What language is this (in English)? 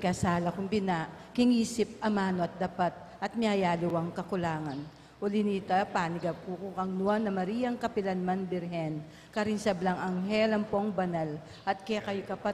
Pampanga